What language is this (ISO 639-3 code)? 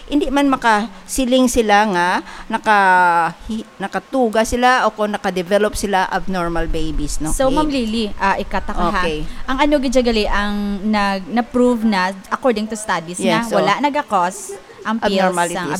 hil